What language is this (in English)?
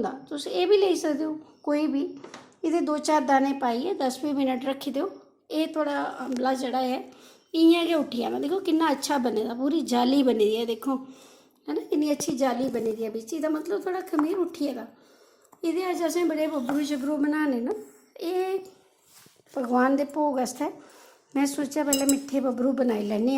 Dogri